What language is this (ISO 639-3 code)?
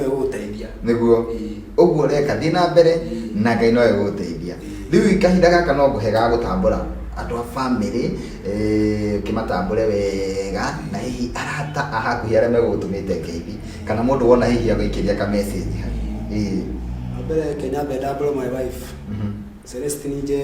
kik